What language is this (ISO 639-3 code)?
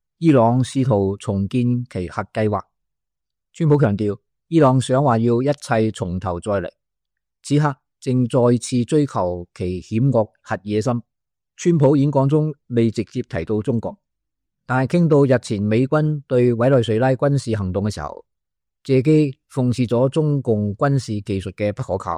yue